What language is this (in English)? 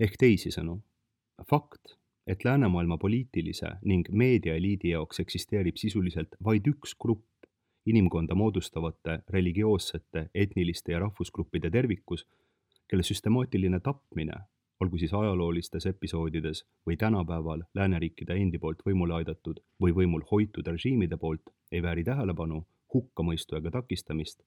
Estonian